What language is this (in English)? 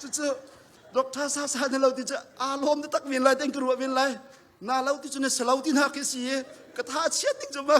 Hakha Chin